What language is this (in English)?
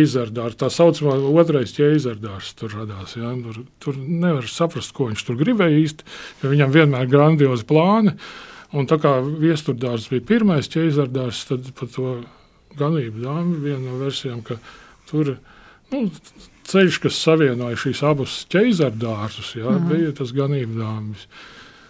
Latvian